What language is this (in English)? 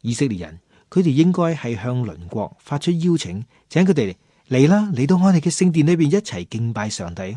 Cantonese